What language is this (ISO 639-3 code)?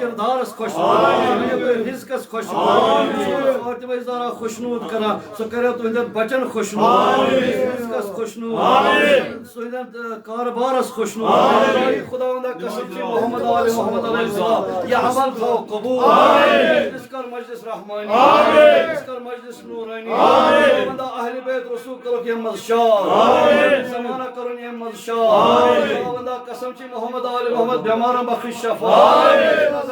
kas